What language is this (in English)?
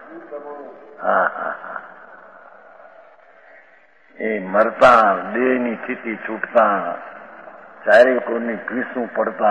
Gujarati